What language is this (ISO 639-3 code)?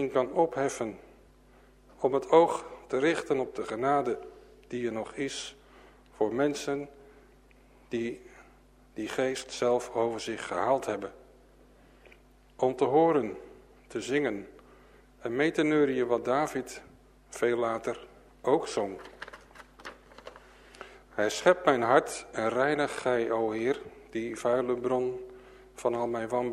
nld